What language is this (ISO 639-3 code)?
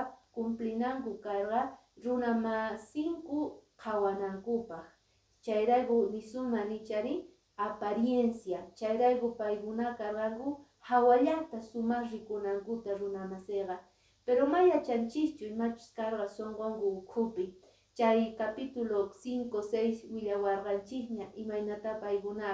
que